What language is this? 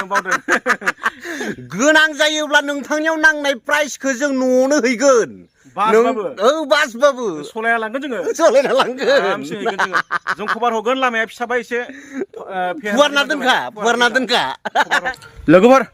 Bodo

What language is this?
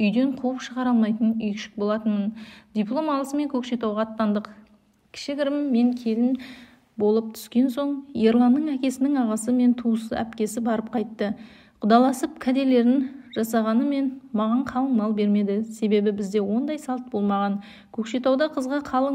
Kazakh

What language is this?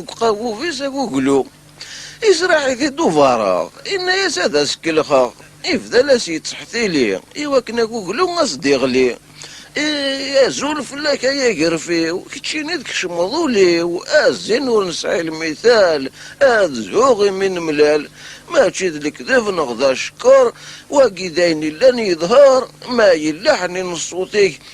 Kabyle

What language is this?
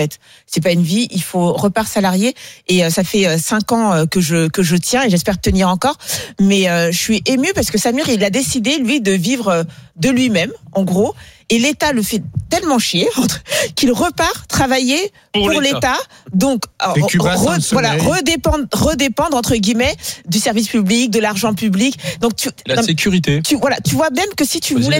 French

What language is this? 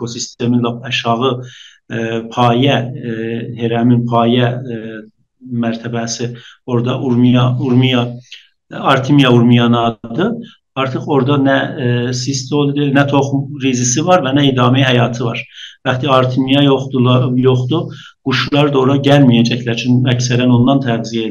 South Azerbaijani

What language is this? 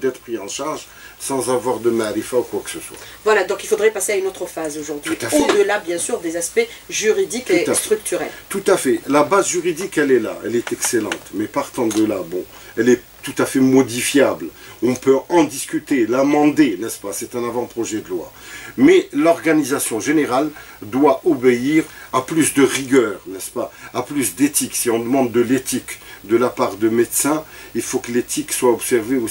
French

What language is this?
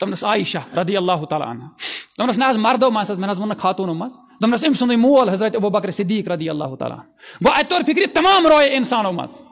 Kashmiri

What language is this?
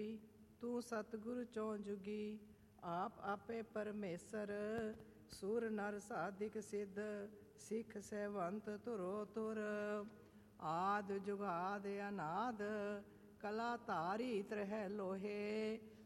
Punjabi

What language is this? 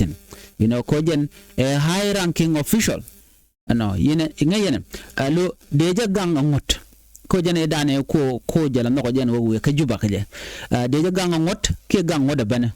Nuer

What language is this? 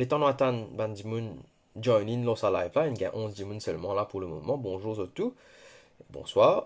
Morisyen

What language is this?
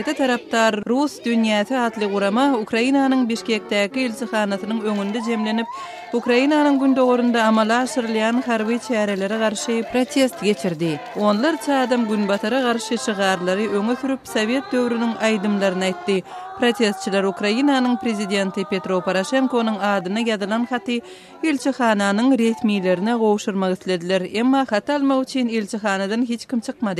Kyrgyz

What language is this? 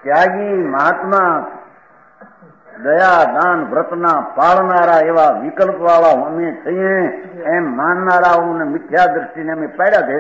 Gujarati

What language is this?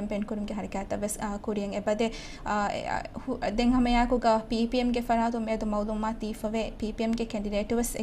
Divehi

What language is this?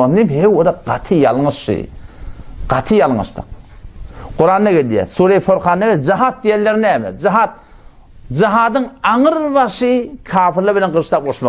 Turkmen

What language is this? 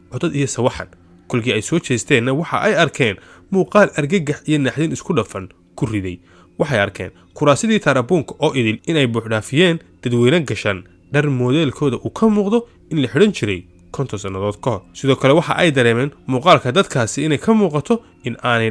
Somali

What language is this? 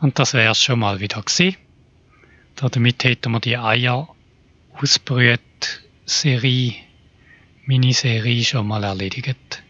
Swiss German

